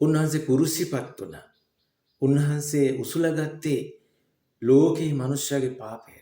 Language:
Sinhala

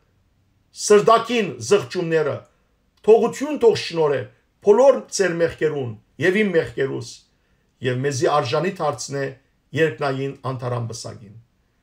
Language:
Western Armenian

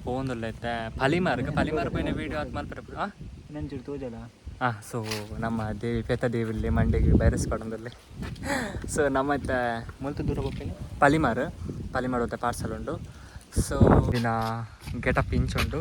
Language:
Tulu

